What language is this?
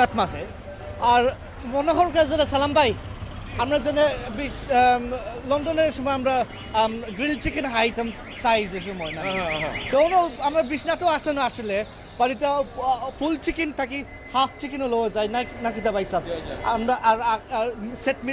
Sylheti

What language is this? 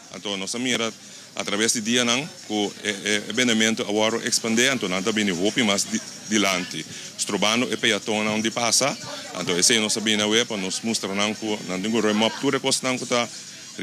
Papiamento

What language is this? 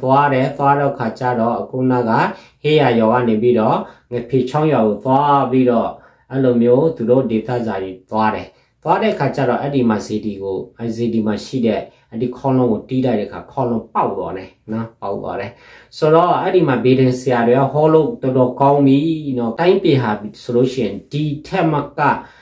Burmese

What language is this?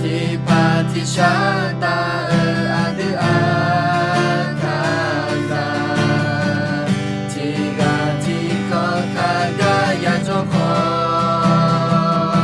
Akha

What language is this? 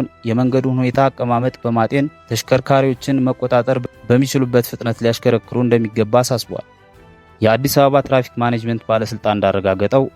Amharic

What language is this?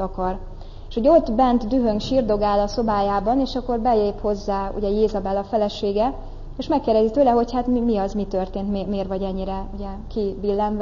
Hungarian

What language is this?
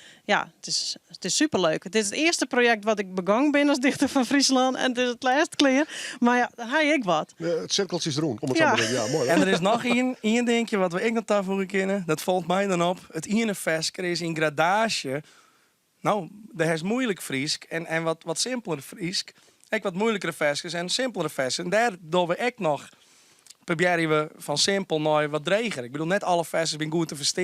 Western Frisian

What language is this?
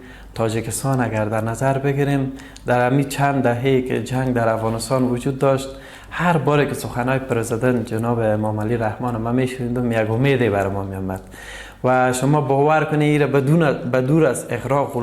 Persian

